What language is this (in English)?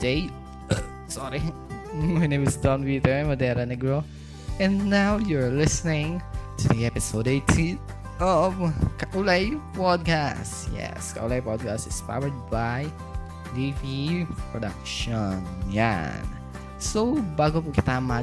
Bikol